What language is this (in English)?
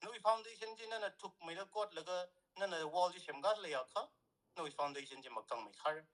Tangkhul Naga (India)